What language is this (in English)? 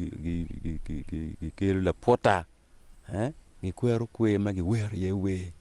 Acoli